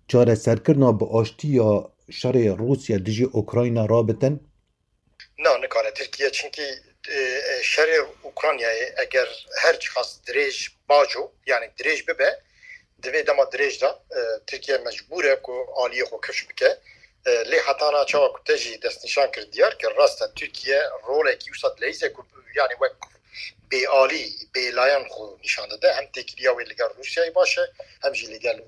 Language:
Kurdish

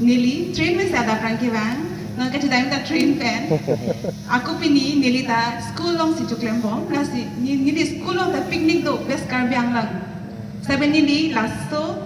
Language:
Karbi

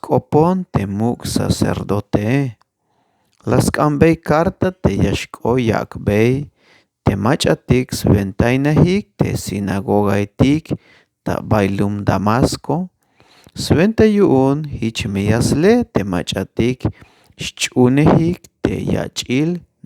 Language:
Tzeltal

